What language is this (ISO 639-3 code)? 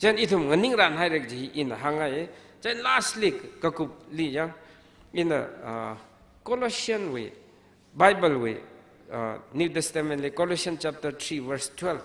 nmf